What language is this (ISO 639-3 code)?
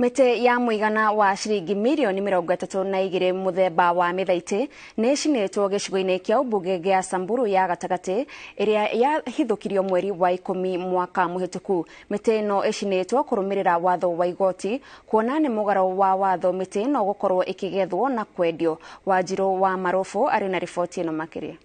kik